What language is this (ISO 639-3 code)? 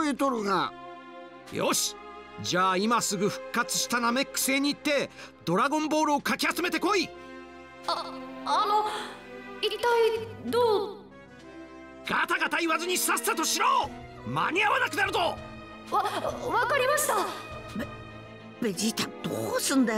jpn